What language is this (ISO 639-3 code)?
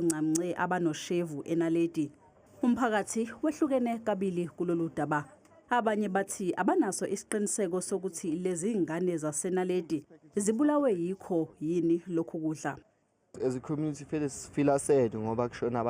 zul